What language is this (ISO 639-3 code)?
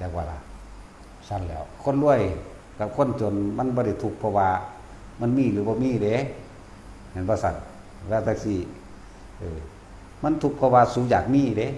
tts